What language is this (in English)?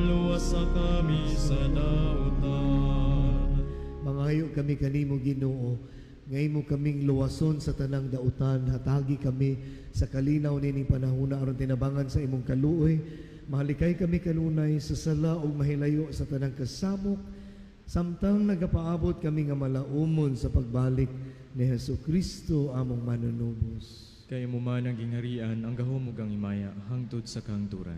Cebuano